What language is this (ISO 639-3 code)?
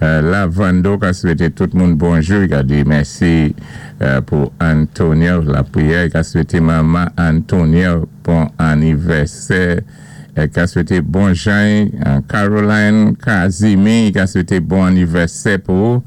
acf